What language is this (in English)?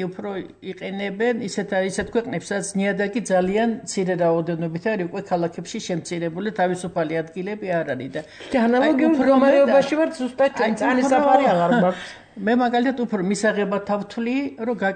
Georgian